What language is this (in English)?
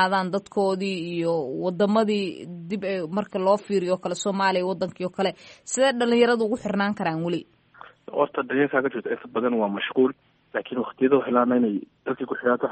Somali